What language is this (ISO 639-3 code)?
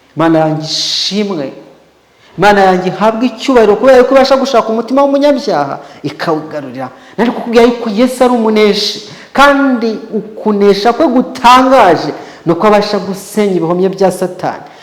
kin